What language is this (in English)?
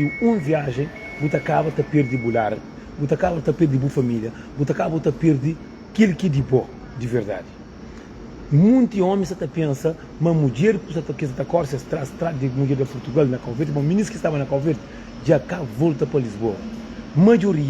Kabuverdianu